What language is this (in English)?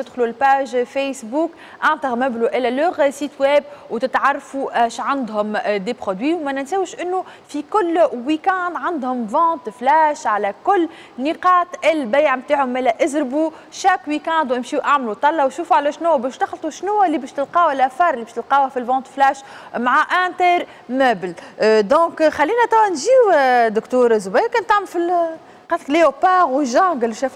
Tunisian Arabic